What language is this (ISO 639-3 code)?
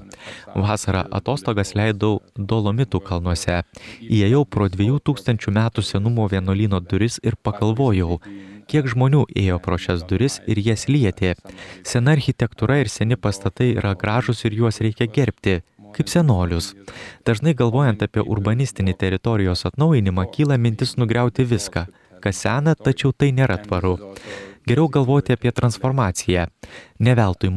lit